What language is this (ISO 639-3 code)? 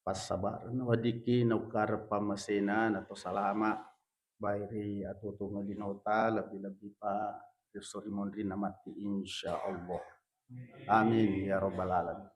bug